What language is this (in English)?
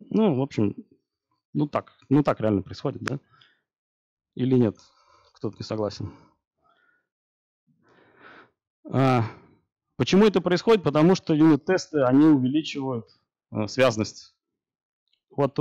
Russian